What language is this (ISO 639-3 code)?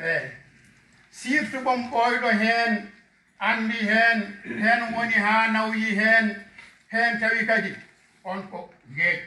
ful